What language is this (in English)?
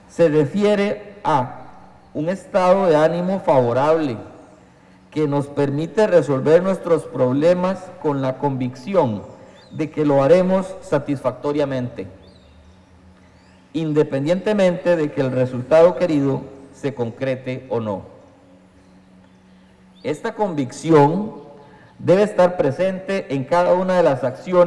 Spanish